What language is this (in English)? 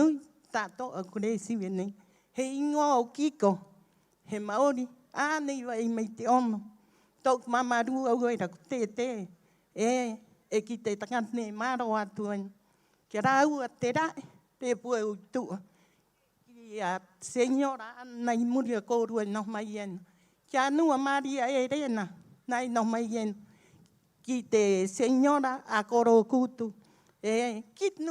Rapanui